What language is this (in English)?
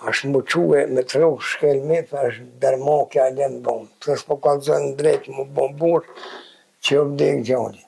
Albanian